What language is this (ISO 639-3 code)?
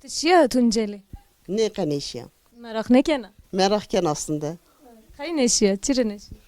zza